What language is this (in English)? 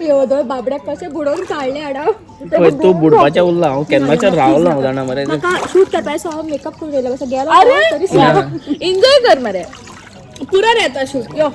Konkani